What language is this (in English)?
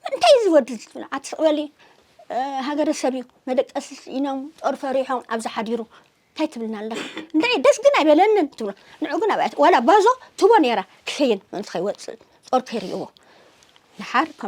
Tigrinya